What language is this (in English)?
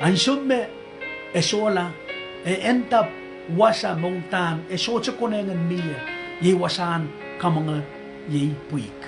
Pohnpeian